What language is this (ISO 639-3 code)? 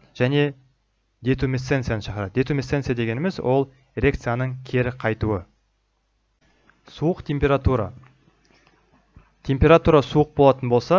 kaz